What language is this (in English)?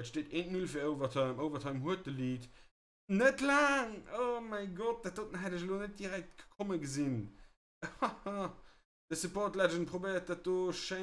Luxembourgish